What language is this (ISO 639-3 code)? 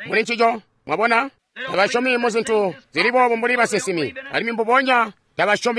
toi